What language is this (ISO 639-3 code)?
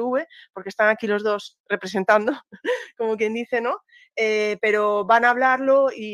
spa